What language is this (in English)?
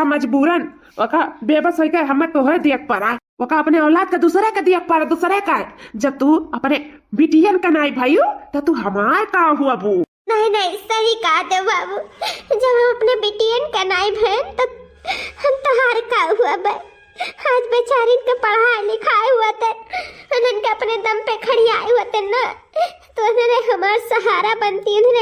Awadhi